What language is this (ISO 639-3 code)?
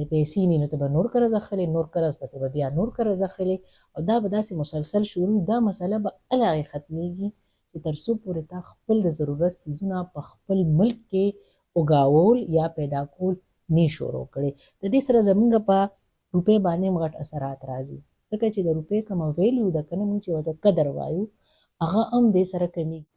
pus